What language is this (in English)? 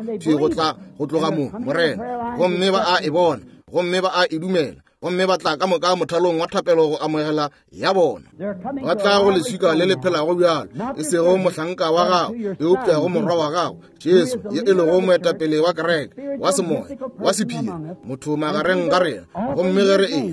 Northern Sotho